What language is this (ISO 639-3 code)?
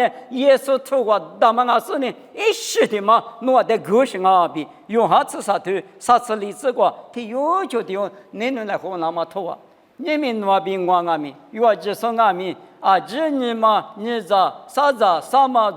lis